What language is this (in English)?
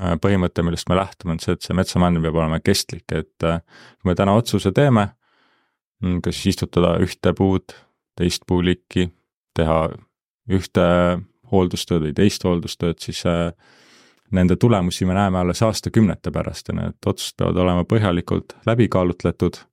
Estonian